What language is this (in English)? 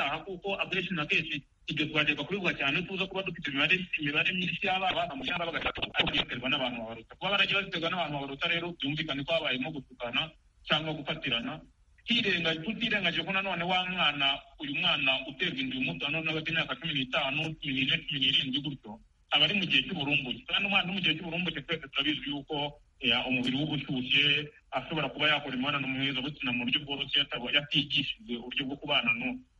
Kinyarwanda